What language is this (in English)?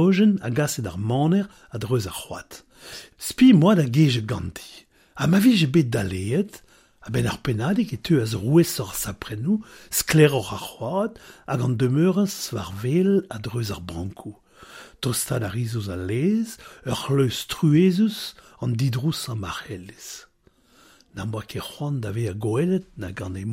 Breton